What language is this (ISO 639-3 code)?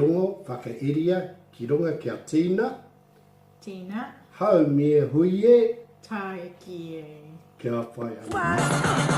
mri